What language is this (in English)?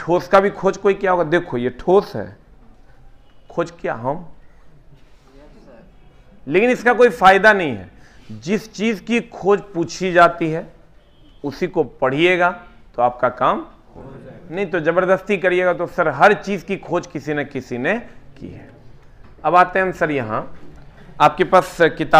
Hindi